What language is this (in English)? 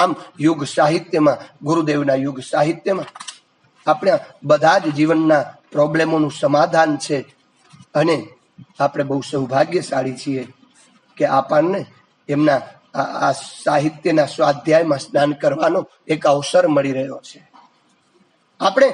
Gujarati